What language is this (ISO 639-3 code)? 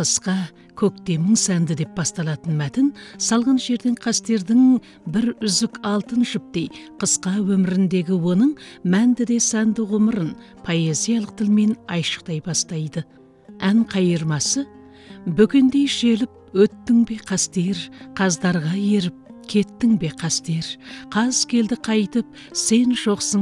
kaz